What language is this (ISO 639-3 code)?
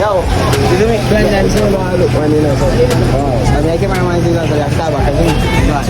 jam